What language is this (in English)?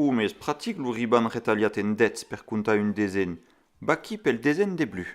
Occitan